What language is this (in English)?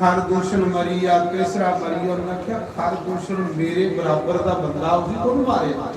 Dogri